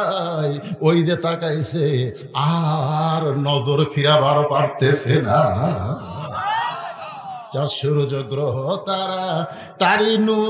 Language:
Bangla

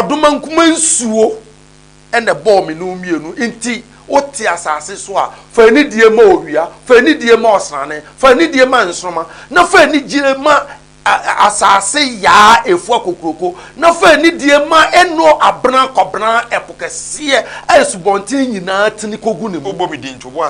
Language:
Akan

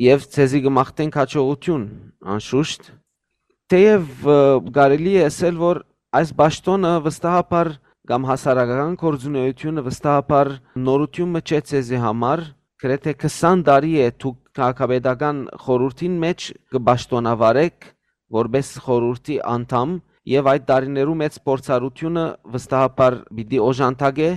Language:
Western Armenian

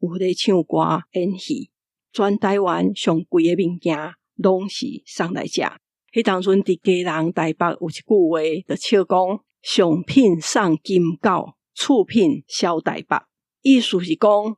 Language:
Min Nan Chinese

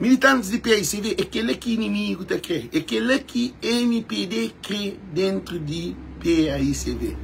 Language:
Kabuverdianu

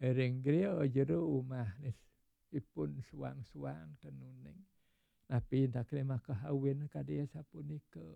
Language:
Balinese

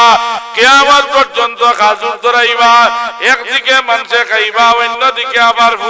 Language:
Sylheti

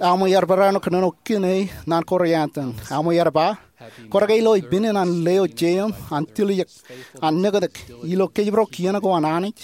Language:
Marshallese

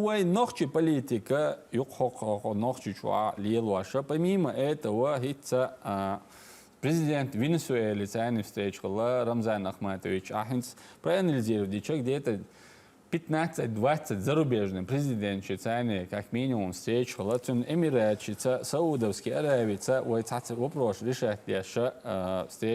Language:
Chechen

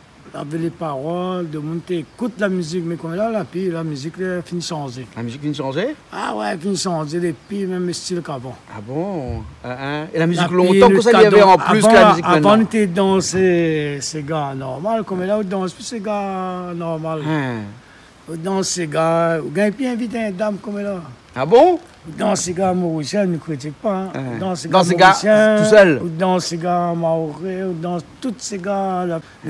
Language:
Réunion Creole French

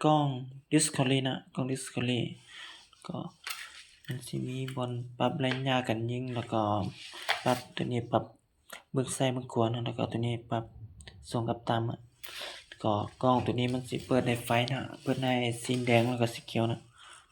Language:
Lao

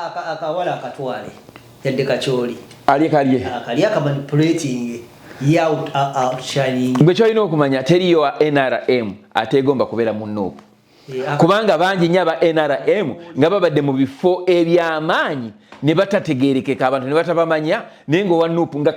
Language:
Ganda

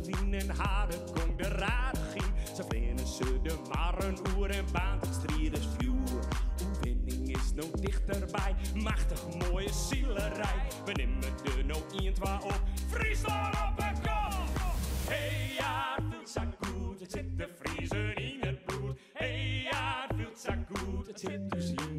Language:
Western Frisian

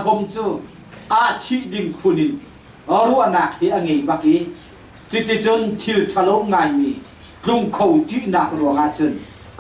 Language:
Hakha Chin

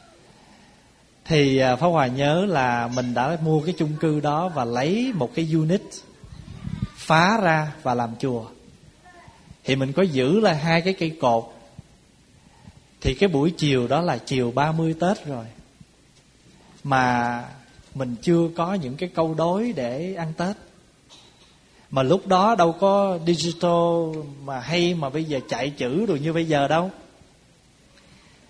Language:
Vietnamese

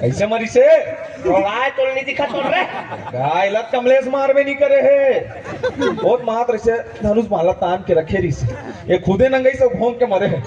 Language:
Chhattisgarhi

